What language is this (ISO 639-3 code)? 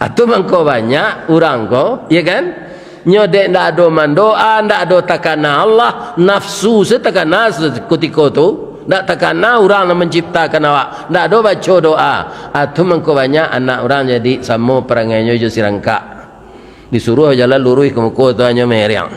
min